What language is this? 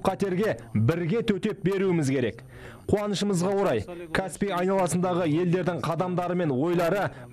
Kazakh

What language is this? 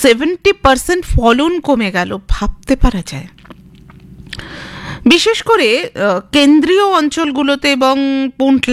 Bangla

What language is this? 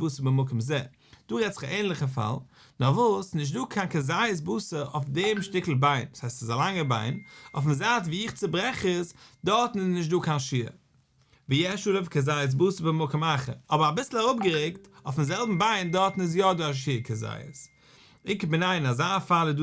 Yiddish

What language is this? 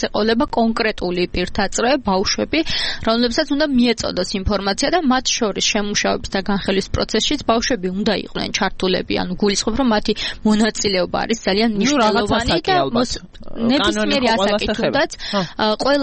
Georgian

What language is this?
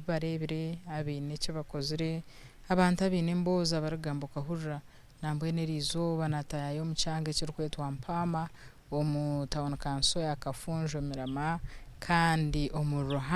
Nyankole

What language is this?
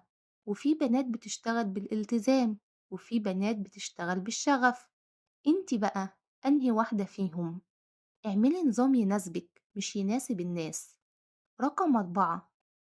Egyptian Arabic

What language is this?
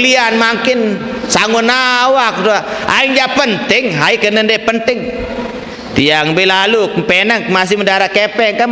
Sasak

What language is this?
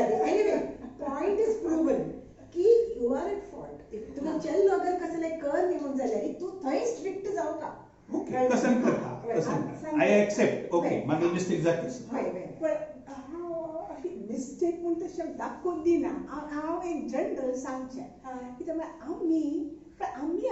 Konkani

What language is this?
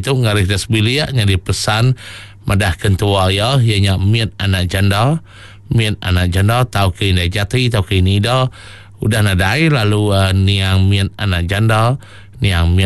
Iban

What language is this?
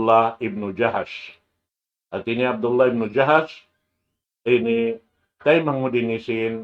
Tausug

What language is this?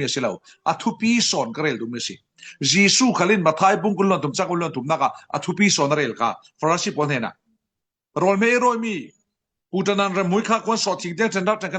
Falam Chin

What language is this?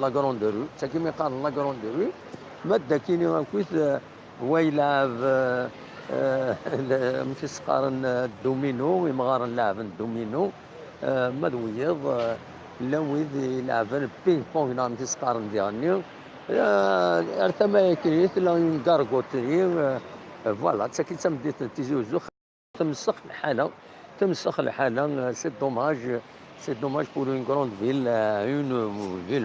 Kabyle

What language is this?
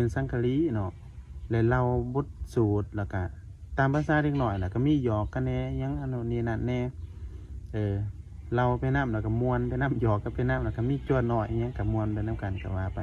Northeastern Thai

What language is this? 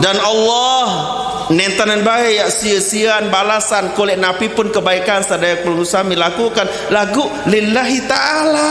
Sasak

